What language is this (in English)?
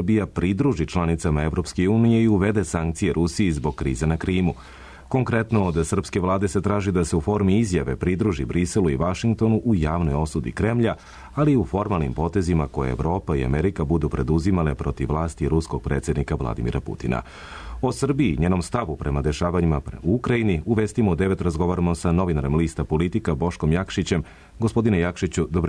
Serbian